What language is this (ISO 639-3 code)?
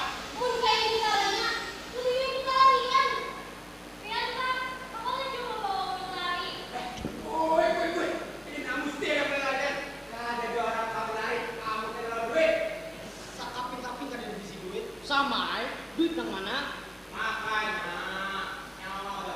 bjn